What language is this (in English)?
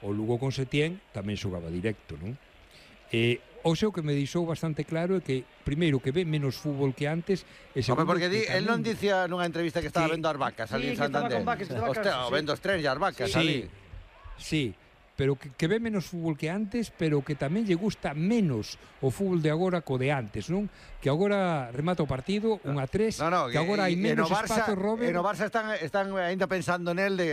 Galician